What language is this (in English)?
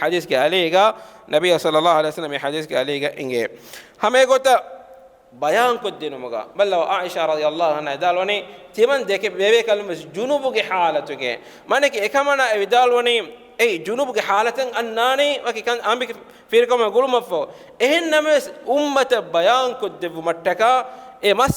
Divehi